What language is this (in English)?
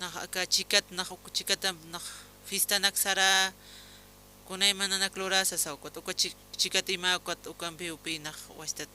Aymara